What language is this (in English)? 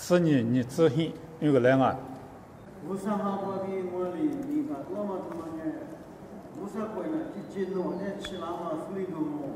Lisu